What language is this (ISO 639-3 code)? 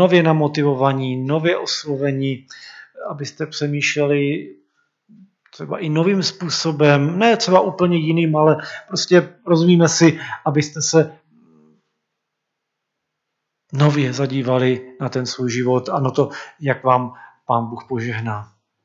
ces